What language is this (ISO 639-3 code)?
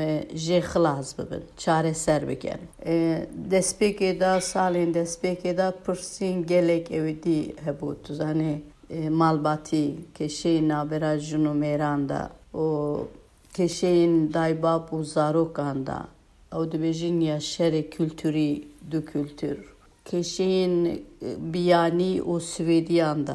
kur